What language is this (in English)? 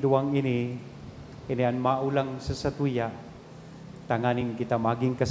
Bikol